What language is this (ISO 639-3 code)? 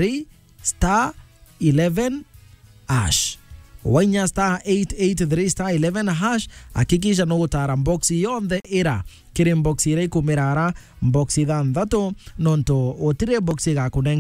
mer